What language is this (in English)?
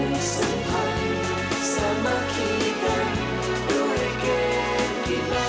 Lao